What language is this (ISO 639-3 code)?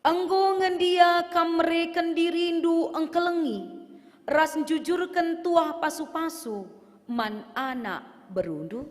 btx